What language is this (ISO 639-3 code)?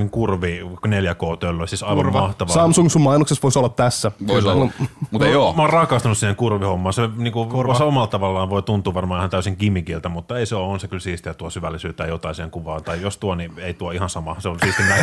fin